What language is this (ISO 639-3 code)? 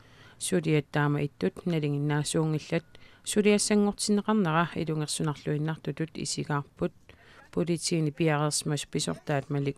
kal